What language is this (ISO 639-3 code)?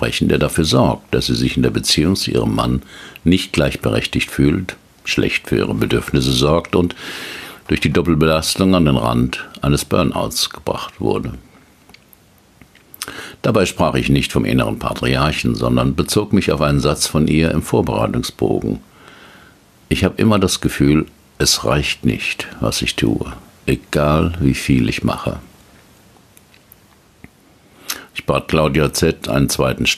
deu